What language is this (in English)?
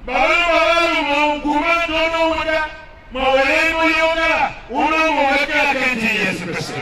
Tiv